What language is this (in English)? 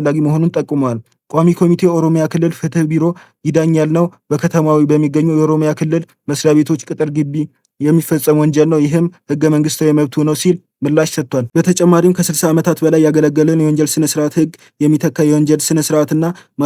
Amharic